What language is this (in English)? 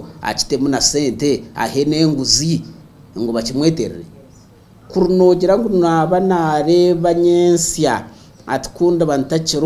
Nyankole